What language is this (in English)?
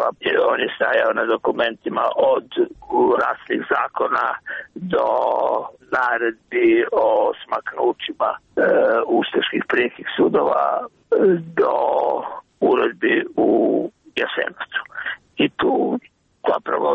Croatian